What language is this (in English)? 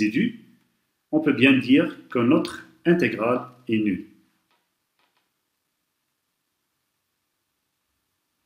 French